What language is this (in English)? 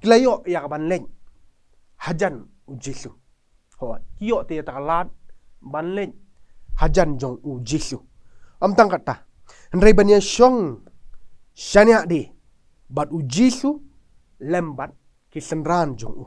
Khasi